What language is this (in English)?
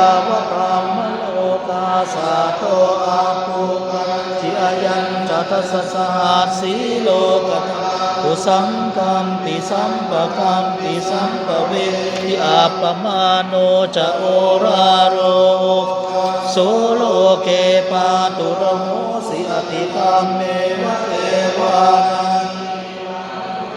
Pali